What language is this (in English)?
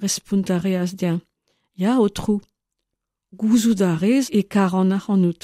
Breton